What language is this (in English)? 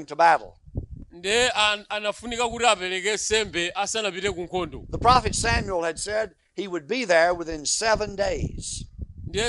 Nyanja